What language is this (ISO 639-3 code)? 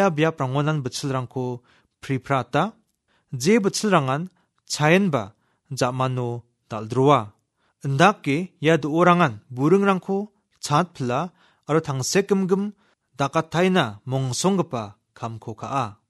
grt